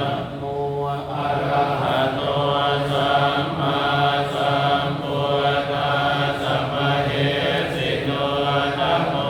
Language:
Pali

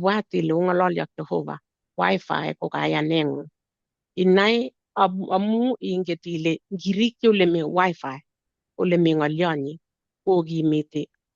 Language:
Kalenjin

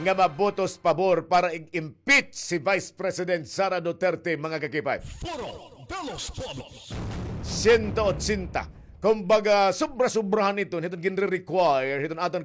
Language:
Waray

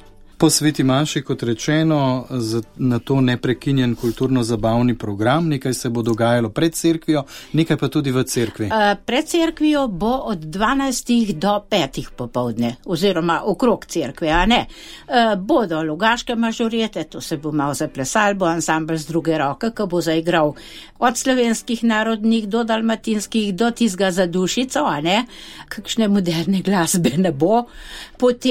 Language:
Slovenian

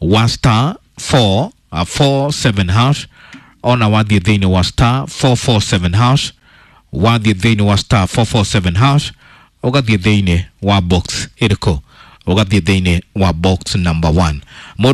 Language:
Kikuyu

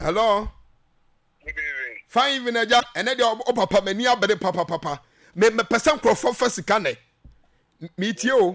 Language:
Akan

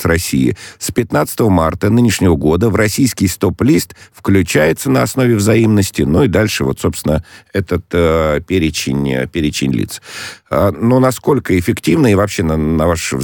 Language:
Russian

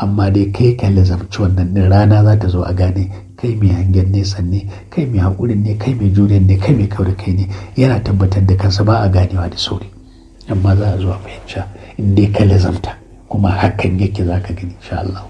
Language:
Hausa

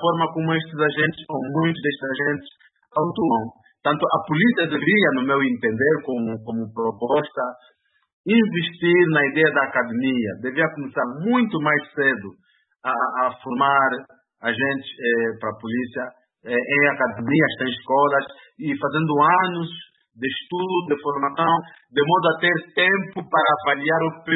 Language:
Portuguese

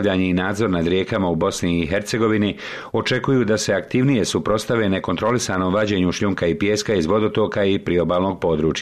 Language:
Bosnian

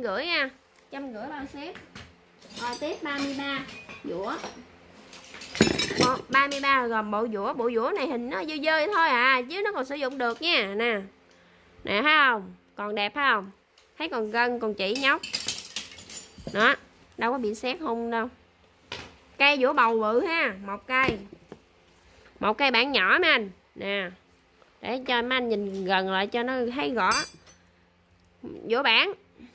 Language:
Vietnamese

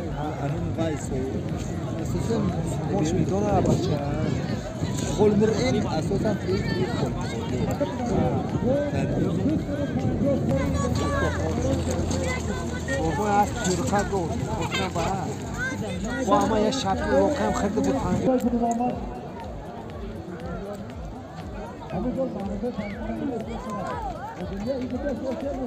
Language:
Persian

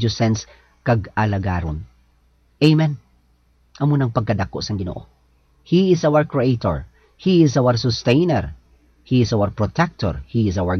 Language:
Hiligaynon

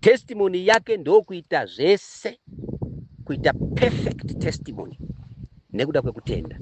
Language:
Shona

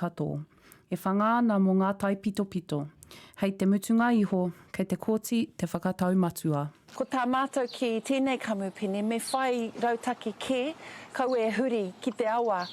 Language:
Māori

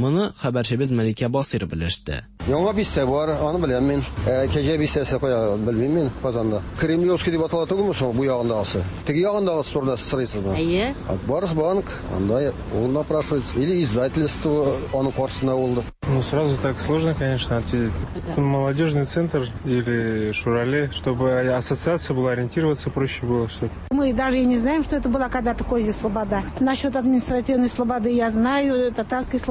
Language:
Tatar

